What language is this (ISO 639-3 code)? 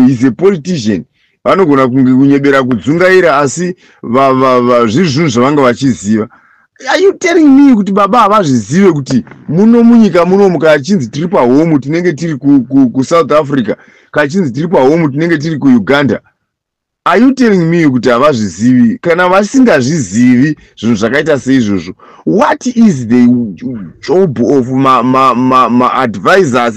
sna